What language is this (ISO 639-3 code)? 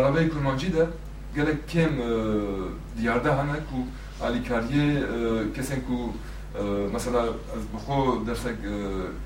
kur